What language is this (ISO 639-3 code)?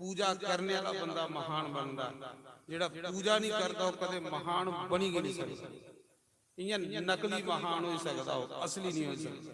doi